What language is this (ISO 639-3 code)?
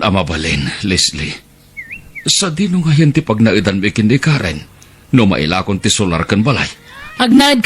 ilo